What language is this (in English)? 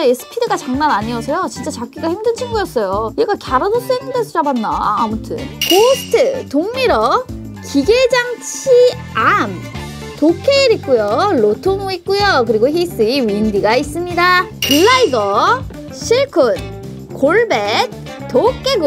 Korean